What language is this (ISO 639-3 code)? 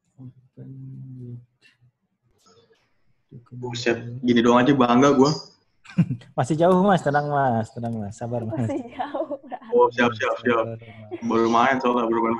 ind